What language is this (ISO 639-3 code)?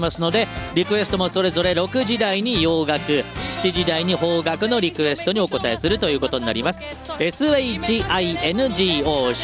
jpn